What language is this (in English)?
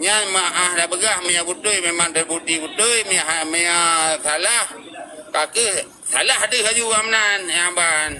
Achinese